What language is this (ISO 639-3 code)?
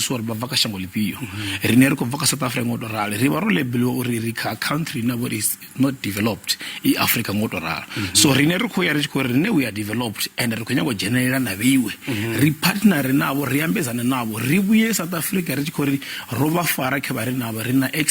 ven